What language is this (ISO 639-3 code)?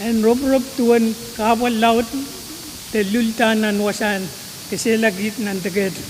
pon